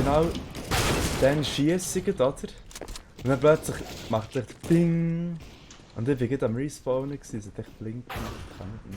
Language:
Swiss German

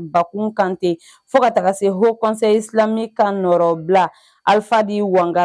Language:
Bambara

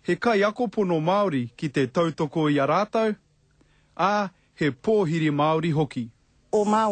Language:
Māori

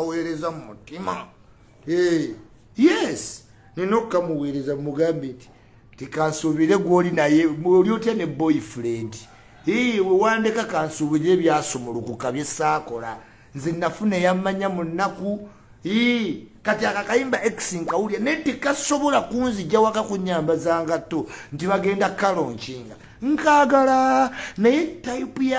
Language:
Ganda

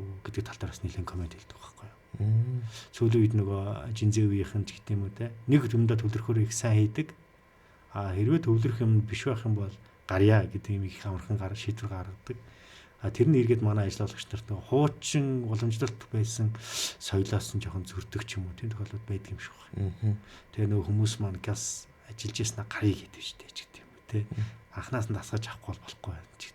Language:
Mongolian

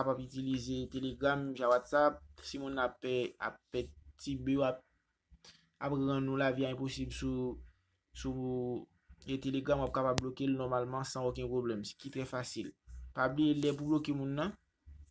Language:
Haitian Creole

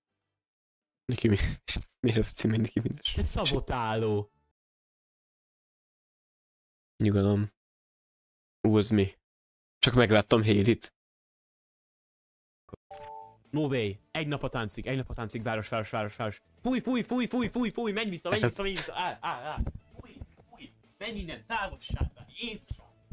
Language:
Hungarian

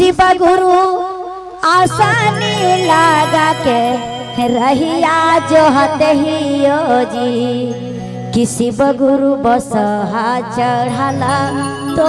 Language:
Magahi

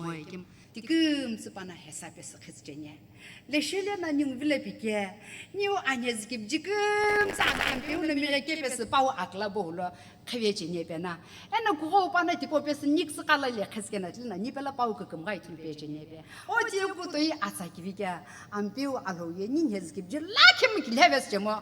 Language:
Sumi Naga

